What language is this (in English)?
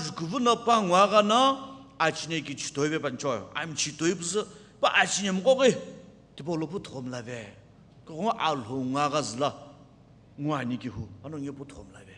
Sumi Naga